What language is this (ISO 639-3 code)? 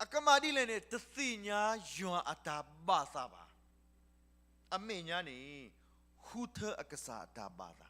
ksw